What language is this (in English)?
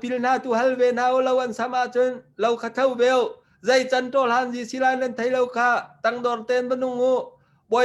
Hakha Chin